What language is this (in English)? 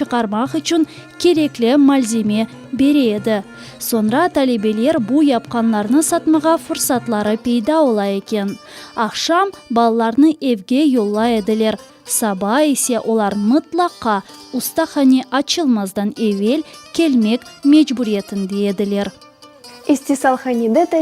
Crimean Tatar